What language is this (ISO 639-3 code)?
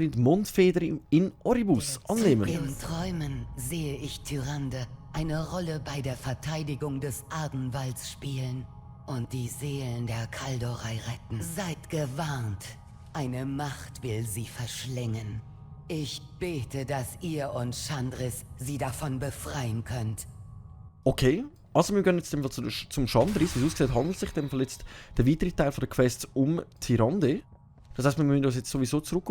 gsw